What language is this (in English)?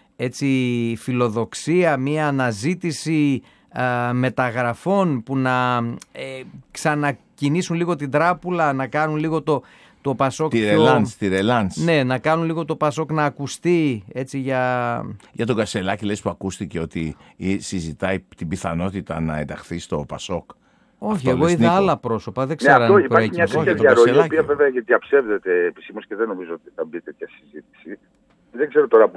Greek